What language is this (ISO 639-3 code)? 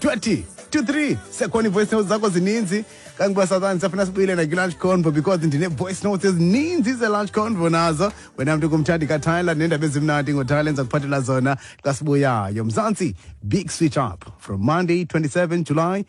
xho